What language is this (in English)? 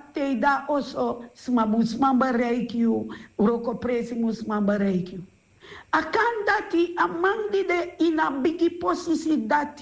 Sranan Tongo